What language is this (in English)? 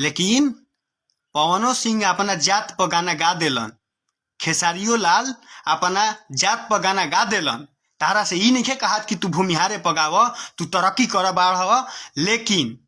Bhojpuri